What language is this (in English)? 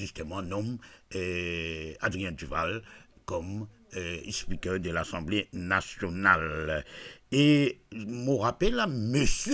Morisyen